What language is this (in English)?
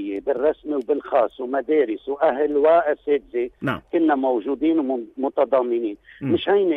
North Levantine Arabic